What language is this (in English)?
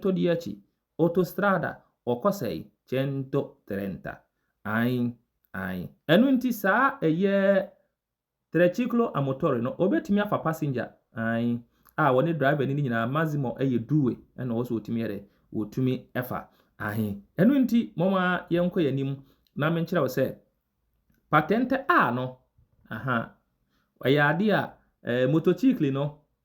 Akan